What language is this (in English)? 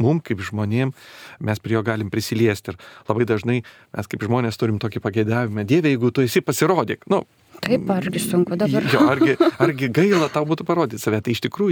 Lithuanian